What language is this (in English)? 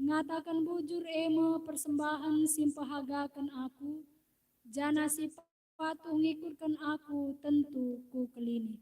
Batak Karo